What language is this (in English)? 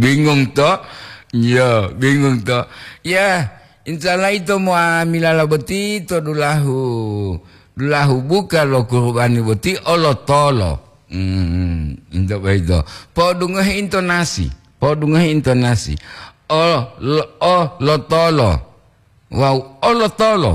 Gorontalo